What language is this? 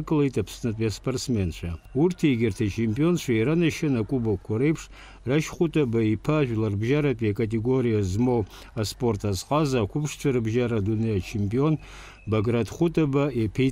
Abkhazian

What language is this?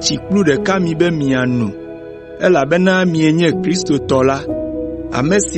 Ewe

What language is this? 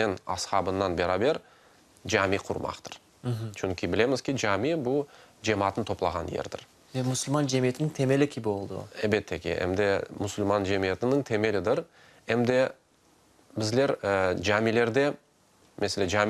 Crimean Tatar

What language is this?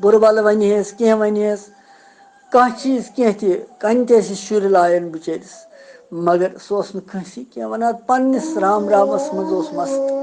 Kashmiri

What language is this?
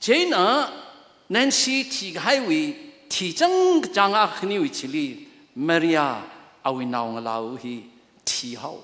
Tangkhul Naga (India)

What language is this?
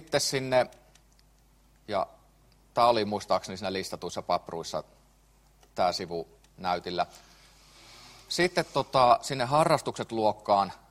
Finnish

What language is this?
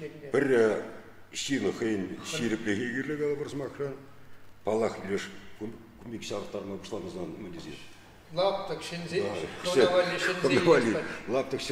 Chuvash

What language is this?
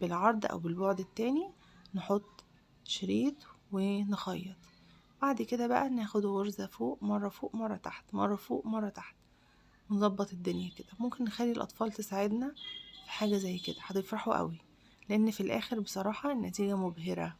Egyptian Arabic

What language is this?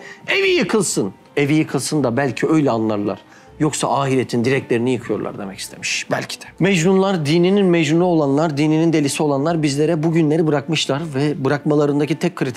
Turkish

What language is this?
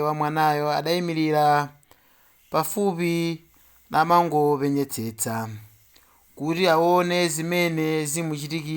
Nyanja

